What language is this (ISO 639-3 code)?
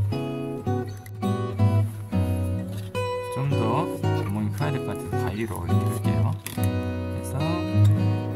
kor